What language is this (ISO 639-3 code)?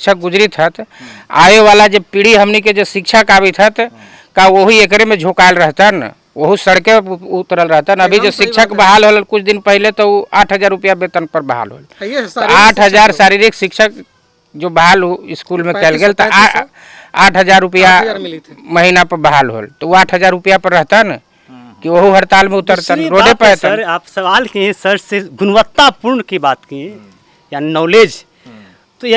mag